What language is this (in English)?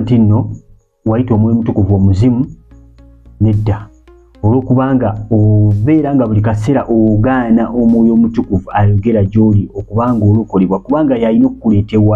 Ganda